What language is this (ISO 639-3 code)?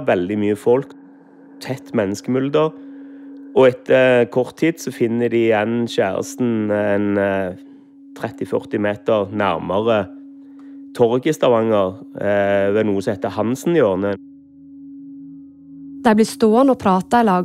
nor